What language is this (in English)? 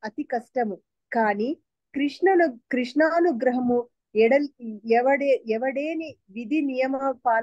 Telugu